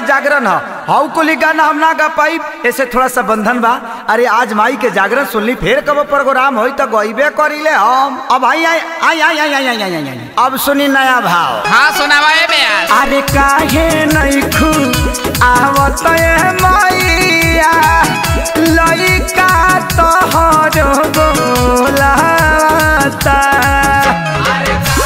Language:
Bhojpuri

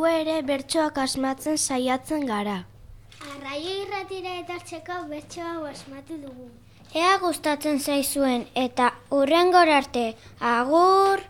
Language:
Basque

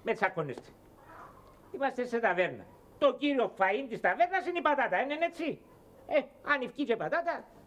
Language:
Greek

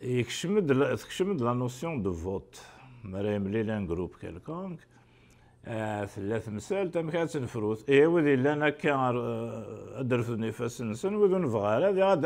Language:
Kabyle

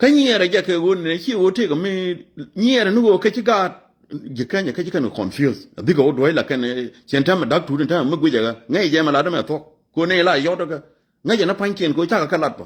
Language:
Nuer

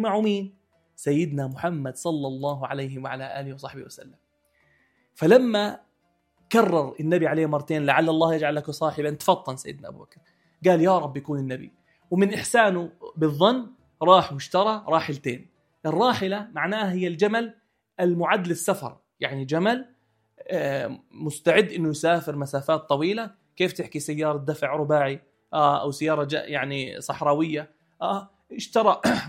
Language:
North Levantine Arabic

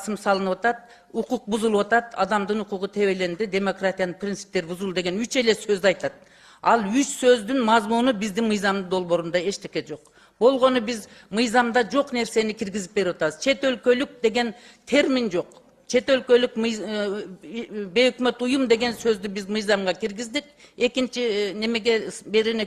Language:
Kyrgyz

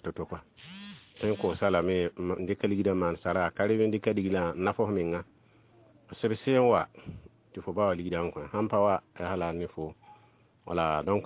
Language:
Mossi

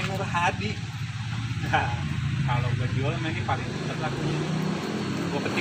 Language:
Betawi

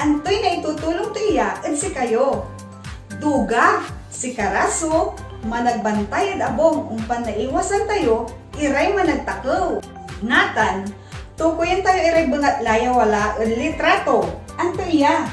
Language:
Pangasinan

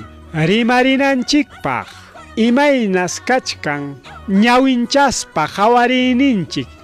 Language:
Ayacucho Quechua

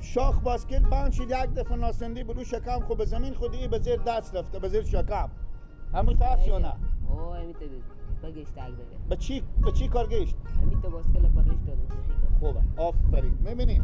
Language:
Persian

